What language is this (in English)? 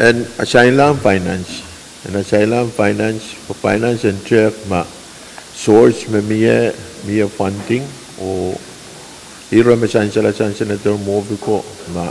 Pohnpeian